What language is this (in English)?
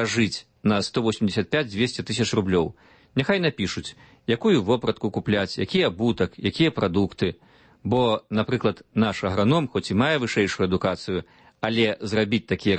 Belarusian